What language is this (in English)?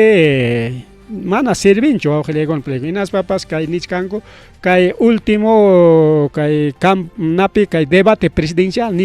Ayacucho Quechua